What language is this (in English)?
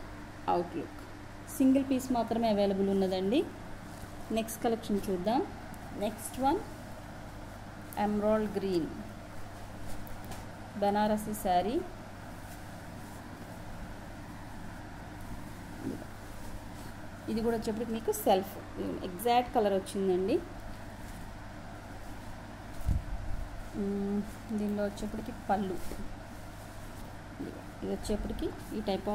Telugu